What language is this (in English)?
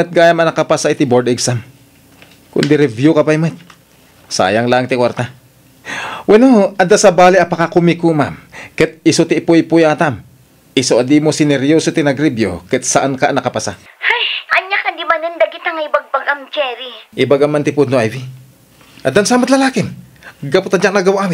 Iloko